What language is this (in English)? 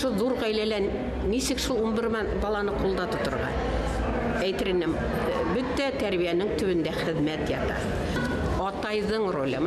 Bashkir